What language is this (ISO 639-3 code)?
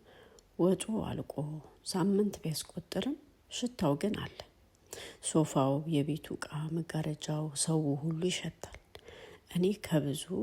amh